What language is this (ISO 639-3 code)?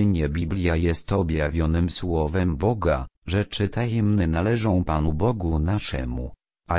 pol